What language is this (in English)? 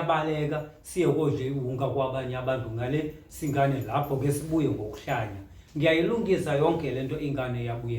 Zulu